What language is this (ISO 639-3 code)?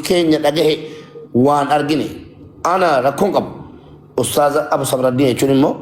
orm